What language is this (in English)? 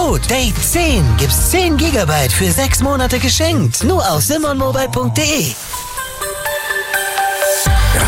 German